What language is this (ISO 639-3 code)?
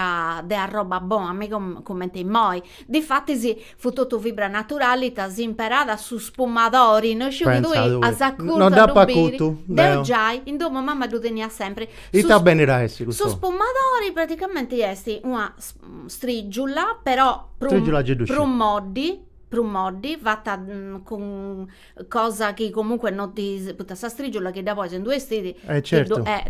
srd